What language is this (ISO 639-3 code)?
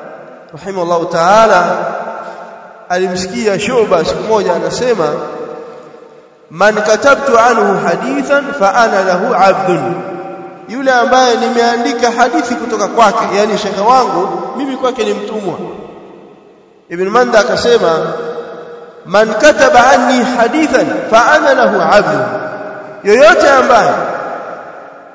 swa